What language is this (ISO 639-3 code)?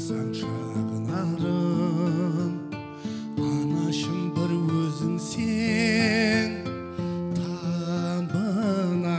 kaa